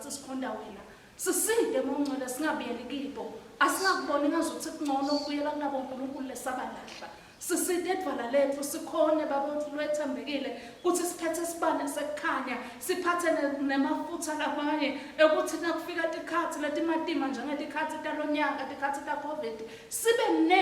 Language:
Swati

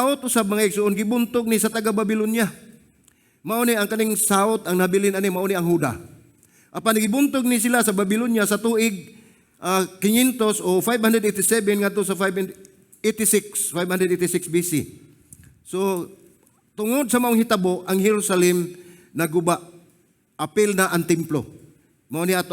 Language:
Cebuano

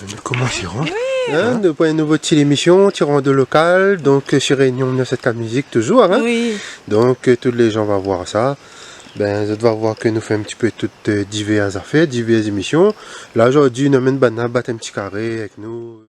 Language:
Réunion Creole French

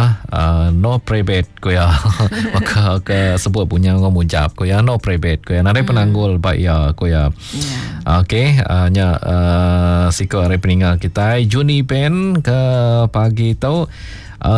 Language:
Iban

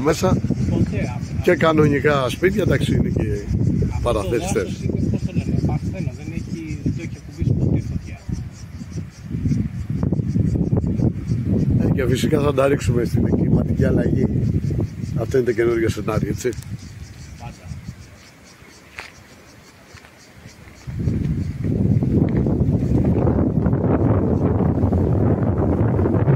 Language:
Greek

